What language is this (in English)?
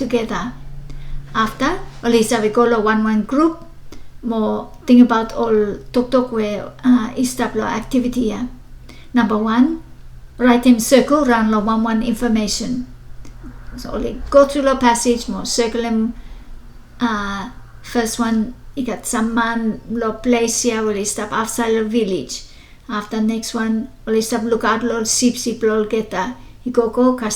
Bislama